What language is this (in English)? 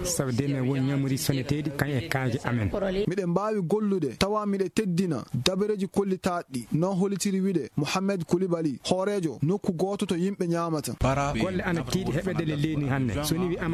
Fula